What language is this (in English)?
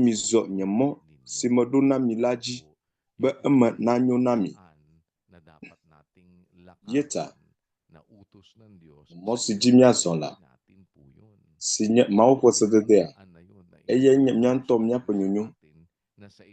Ewe